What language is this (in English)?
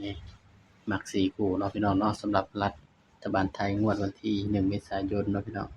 Northeastern Thai